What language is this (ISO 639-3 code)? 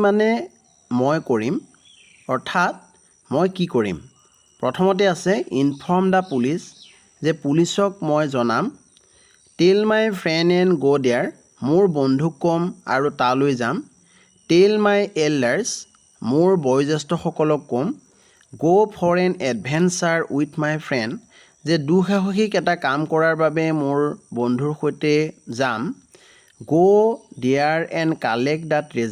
asm